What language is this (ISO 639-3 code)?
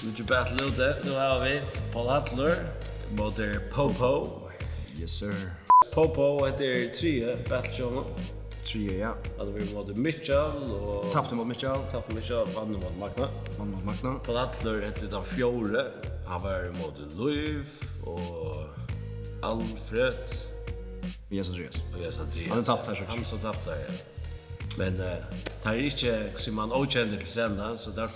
fao